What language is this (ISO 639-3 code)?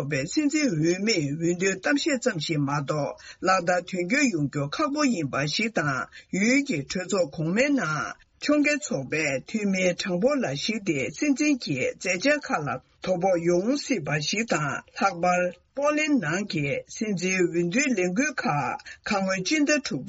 bod